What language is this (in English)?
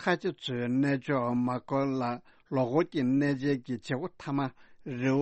Tibetan